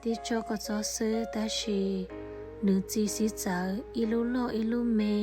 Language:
Hmong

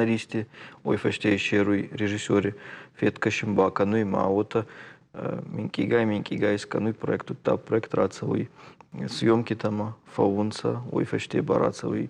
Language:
Ossetic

